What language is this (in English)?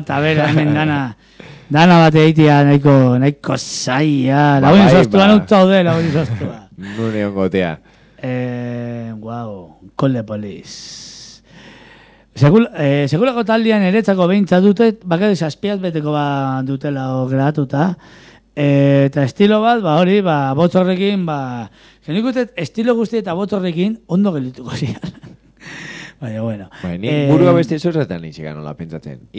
Basque